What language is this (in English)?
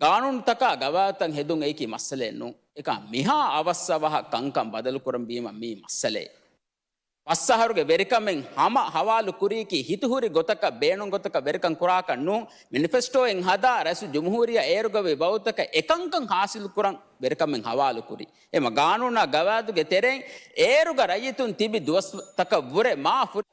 Divehi